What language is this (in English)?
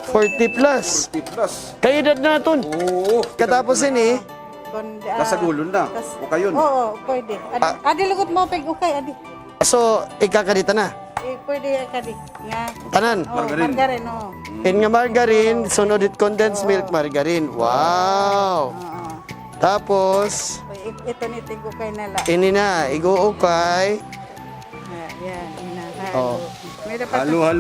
Waray